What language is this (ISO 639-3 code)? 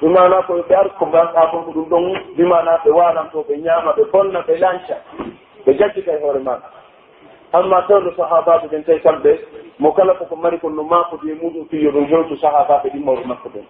fuf